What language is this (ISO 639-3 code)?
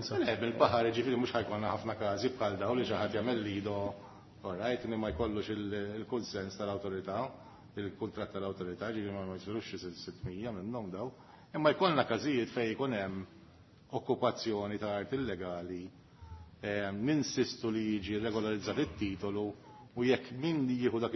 mlt